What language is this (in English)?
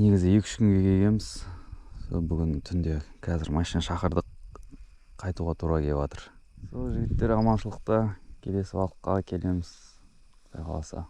Kazakh